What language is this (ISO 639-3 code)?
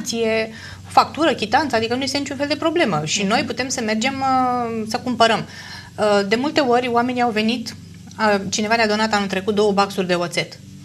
ron